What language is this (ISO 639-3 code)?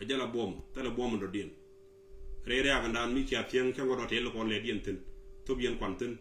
nus